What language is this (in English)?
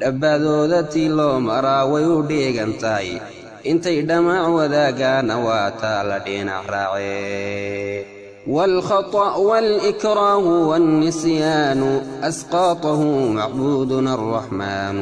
Somali